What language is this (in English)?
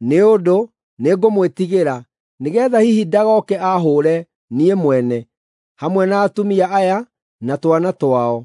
Kikuyu